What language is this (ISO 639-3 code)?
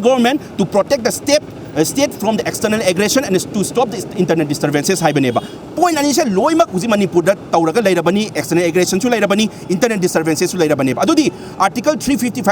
mni